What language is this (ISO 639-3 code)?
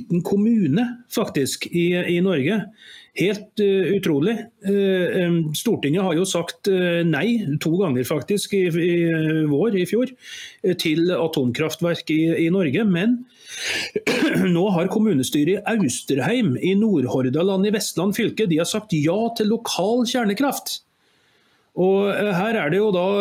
nor